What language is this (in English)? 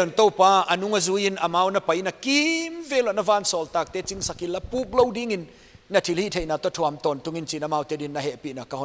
Paite Chin